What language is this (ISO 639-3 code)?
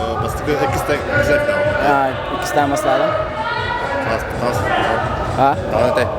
sah